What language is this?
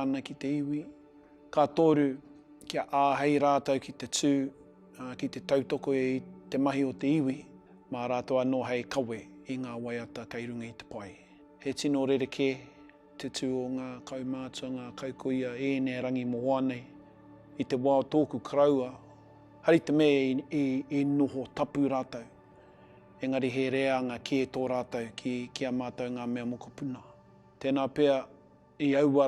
Māori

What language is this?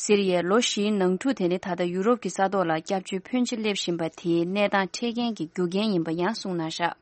Tibetan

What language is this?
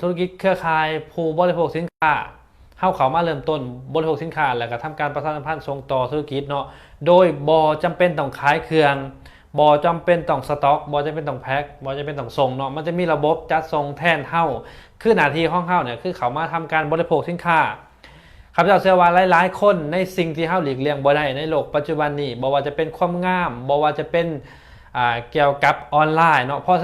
Lao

